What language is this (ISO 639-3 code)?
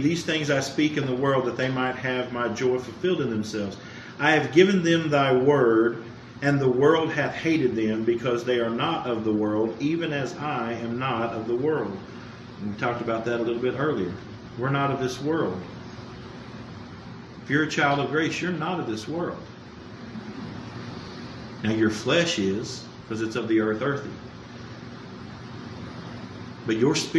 eng